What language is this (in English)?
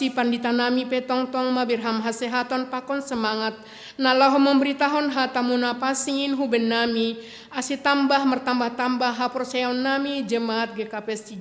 Batak Simalungun